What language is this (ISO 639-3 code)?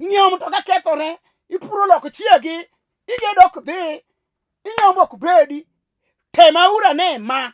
luo